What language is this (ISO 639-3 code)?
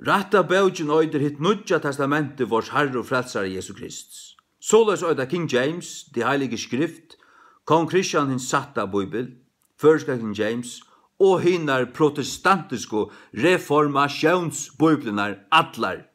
fao